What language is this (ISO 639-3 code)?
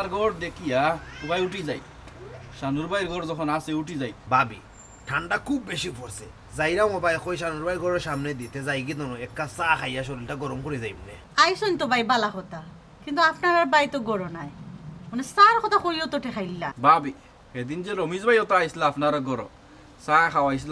syl